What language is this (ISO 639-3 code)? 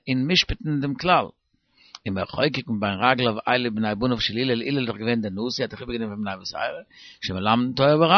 yid